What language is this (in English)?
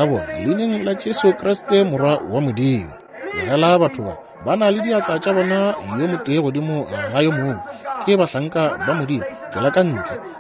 Northern Sotho